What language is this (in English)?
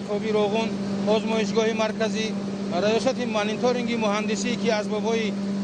Tajik